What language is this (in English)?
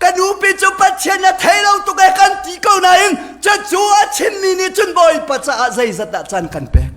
Hakha Chin